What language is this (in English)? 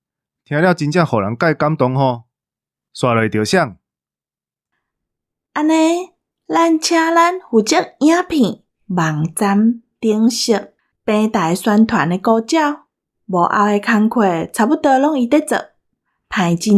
Min Nan Chinese